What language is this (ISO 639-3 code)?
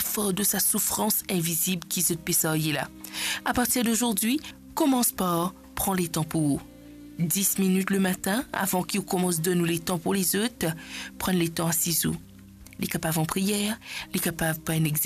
mfe